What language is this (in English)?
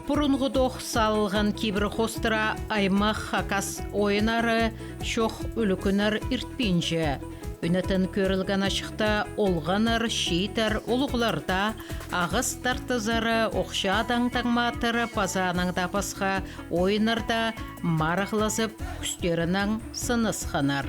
Khakas